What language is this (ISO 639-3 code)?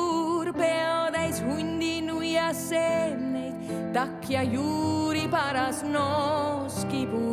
est